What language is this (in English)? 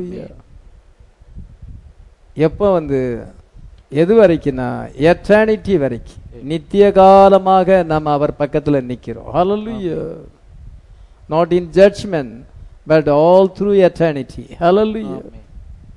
Tamil